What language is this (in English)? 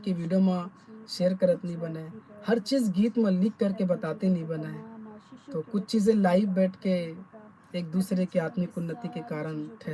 Chhattisgarhi